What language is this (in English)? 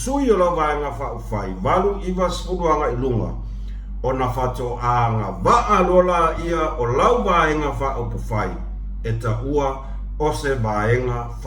Samoan